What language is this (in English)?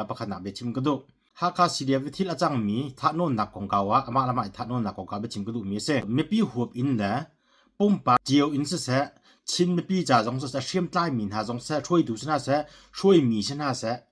Hakha Chin